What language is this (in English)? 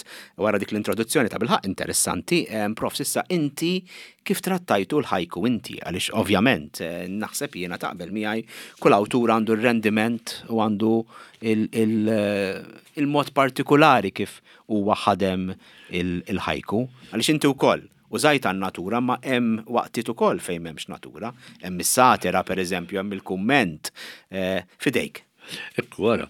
Maltese